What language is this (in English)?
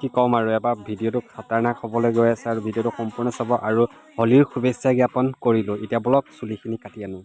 Assamese